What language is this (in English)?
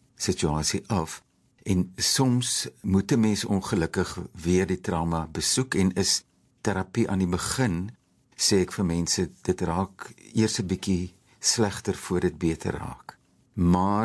Afrikaans